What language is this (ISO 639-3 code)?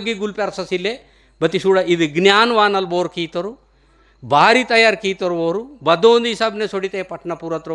gon